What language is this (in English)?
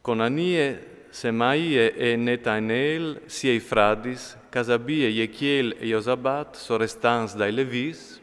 Friulian